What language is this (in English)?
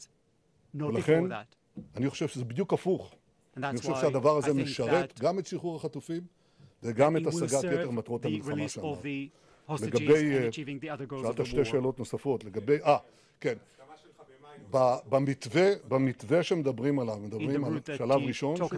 Hebrew